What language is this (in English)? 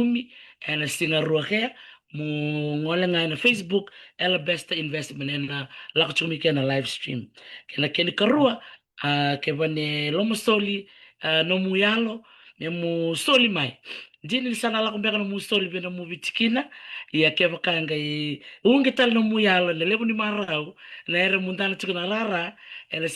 Fijian